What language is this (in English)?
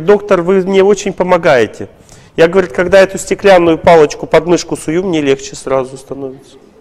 Russian